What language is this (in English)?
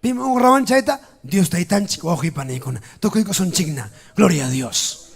Ayacucho Quechua